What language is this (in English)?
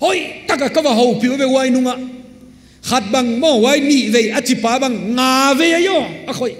Paite Chin